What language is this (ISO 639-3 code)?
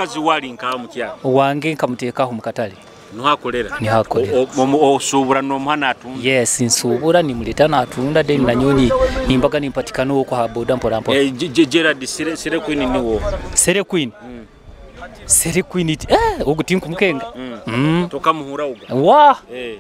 nyo